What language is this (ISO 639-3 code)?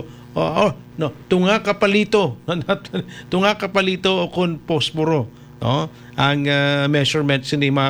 hil